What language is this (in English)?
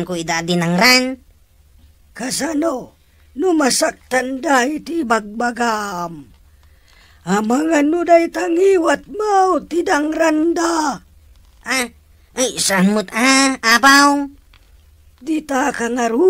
Iloko